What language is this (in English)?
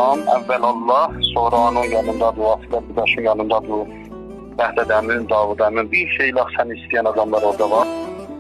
South Azerbaijani